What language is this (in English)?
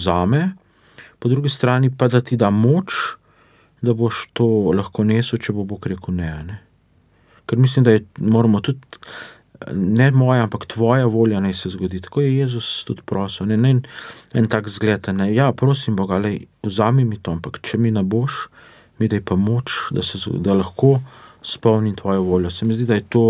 Slovenian